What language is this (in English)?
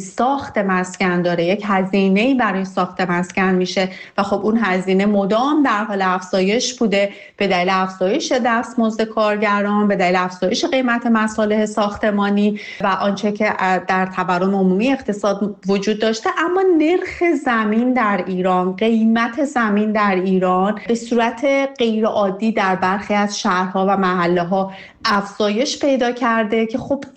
Persian